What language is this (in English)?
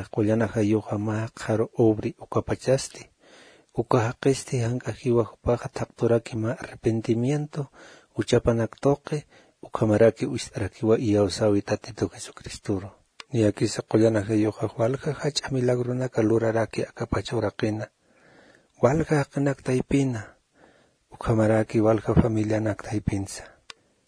Aymara